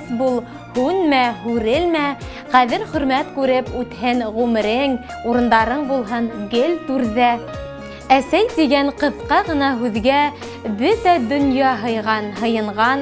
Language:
Bashkir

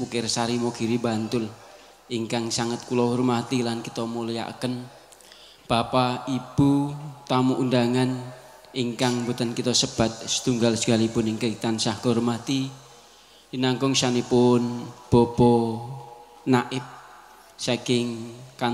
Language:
Javanese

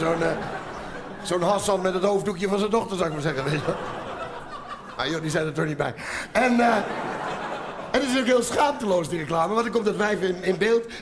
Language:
Dutch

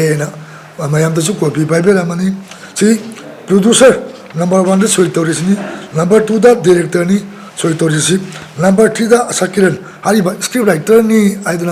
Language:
Manipuri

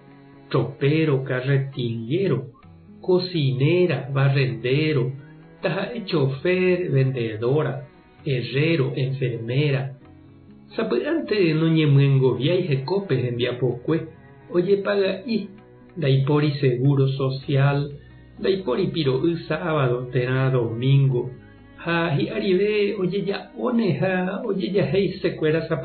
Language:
Guarani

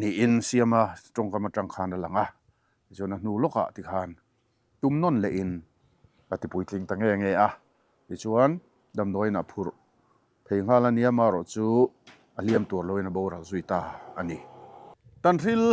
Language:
Mizo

